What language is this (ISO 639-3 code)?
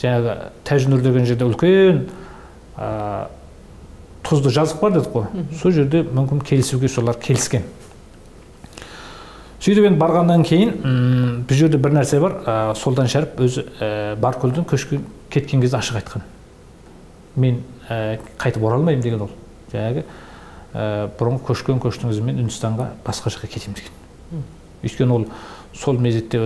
kaz